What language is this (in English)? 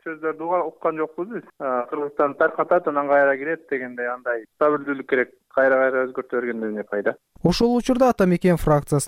Kyrgyz